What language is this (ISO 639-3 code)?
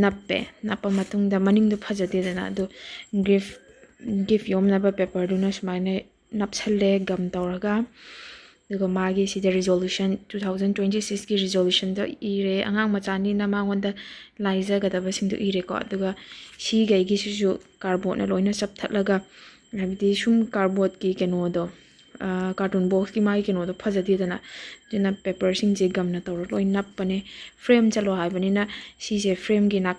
mni